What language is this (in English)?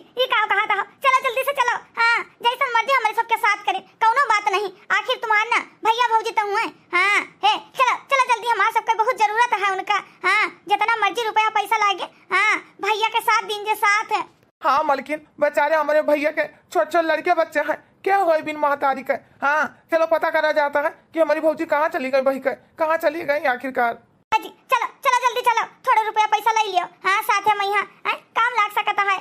Awadhi